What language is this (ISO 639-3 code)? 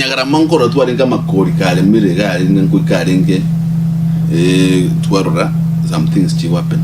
guz